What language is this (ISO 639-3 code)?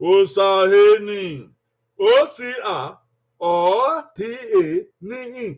bin